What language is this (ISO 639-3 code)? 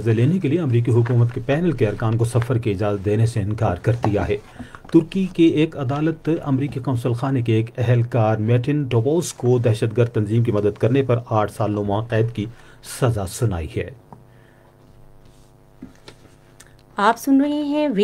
urd